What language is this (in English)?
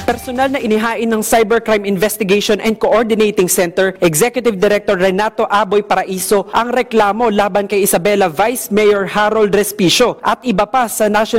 Filipino